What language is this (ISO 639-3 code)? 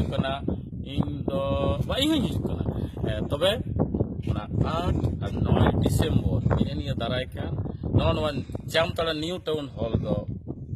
sat